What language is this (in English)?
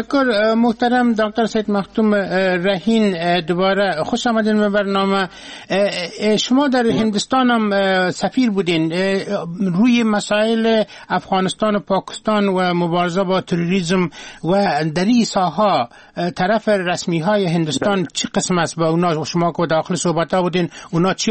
Persian